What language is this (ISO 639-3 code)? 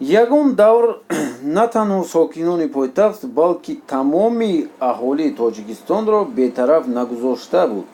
tgk